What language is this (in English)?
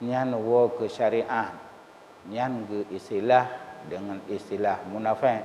Achinese